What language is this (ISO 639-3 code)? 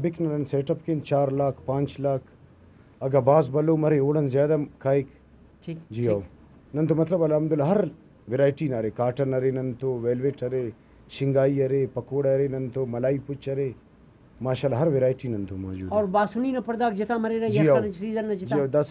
brh